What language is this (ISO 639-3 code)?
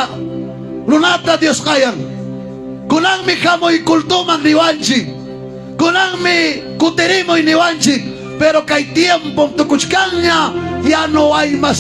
quy